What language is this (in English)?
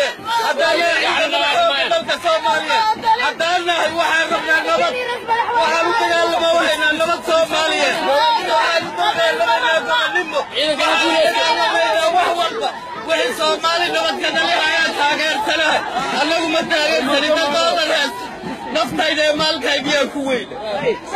Somali